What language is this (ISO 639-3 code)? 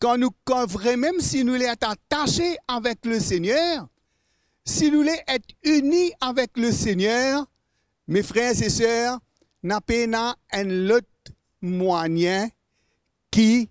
mfe